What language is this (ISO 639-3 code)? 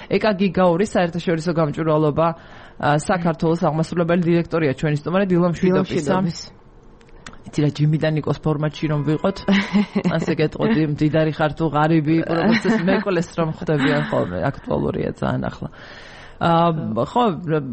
kat